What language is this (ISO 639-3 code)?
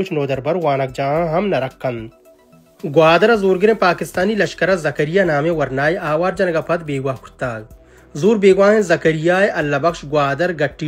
bal